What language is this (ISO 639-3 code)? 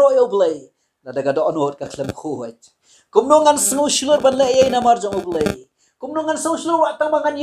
kha